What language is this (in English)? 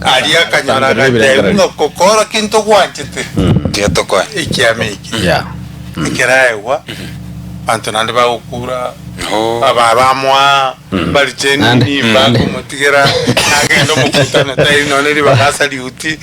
Gusii